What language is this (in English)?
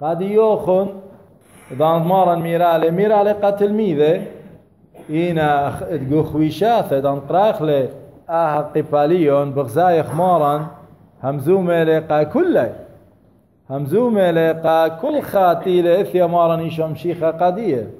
Assyrian Neo-Aramaic